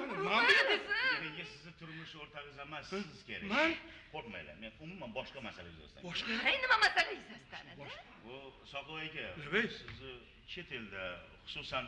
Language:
Uzbek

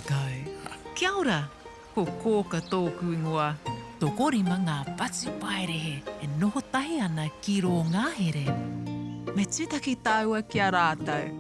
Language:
Māori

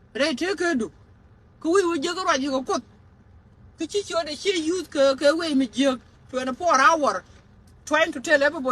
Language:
Nuer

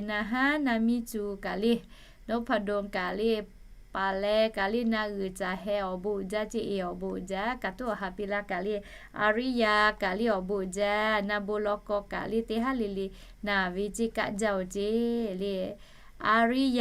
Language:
Lahu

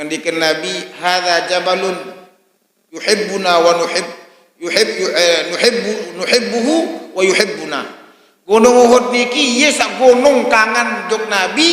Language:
Sasak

